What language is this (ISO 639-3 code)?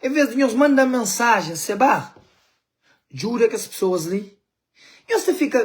kea